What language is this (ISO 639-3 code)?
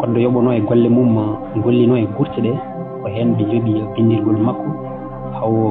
ful